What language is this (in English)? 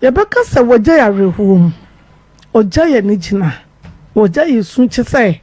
Akan